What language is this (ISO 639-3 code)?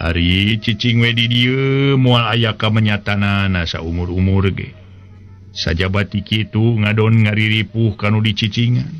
sun